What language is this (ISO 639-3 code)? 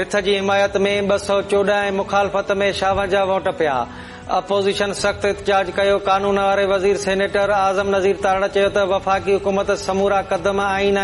snd